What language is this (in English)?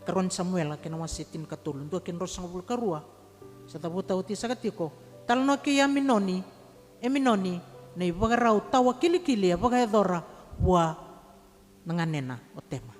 Fijian